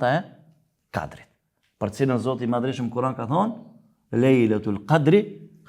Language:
Albanian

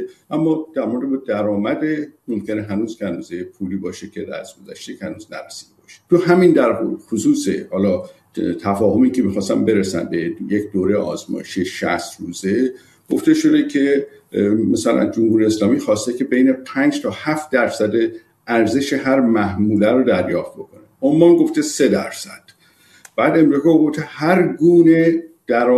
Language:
Persian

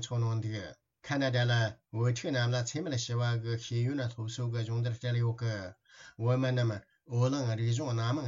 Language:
Tibetan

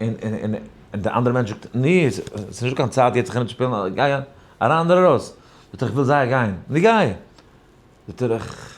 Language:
Yiddish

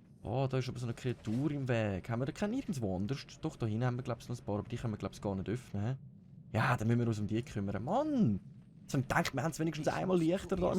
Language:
Swiss German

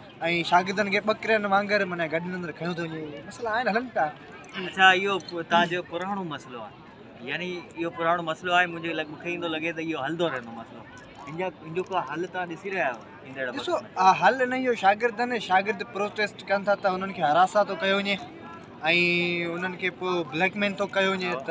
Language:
Sindhi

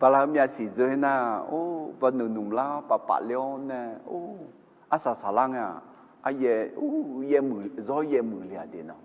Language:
Akha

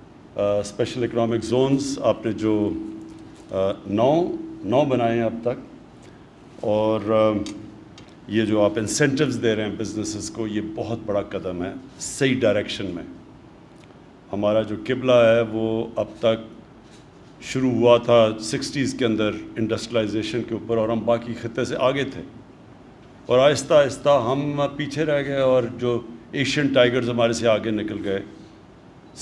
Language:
Urdu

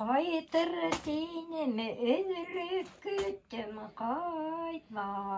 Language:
Bashkir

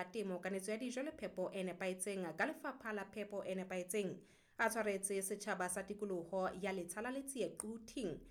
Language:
Southern Sotho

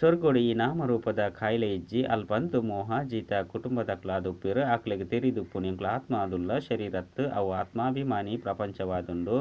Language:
Tulu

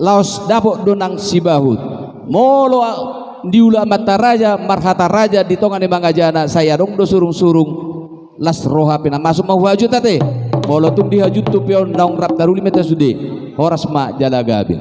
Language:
Batak Toba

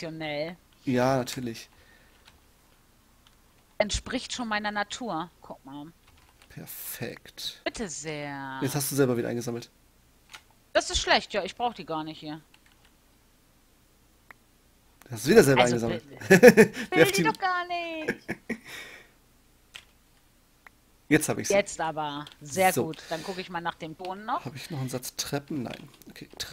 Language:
German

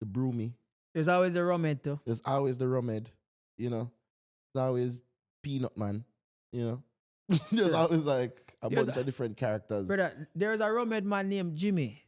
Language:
Jamaican Creole English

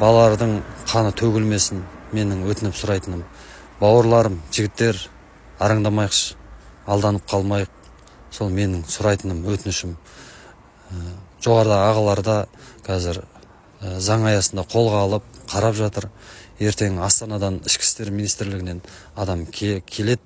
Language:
Kazakh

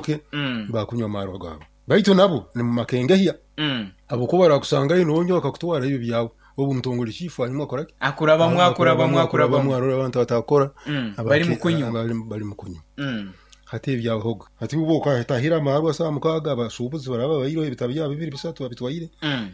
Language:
Nyoro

